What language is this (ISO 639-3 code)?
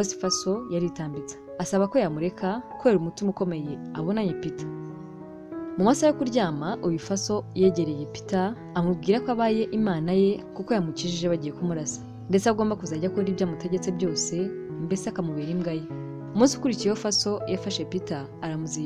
kin